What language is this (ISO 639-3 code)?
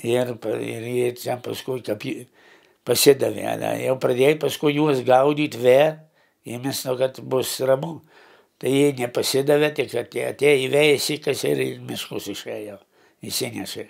lit